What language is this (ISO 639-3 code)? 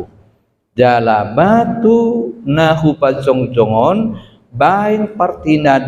bbc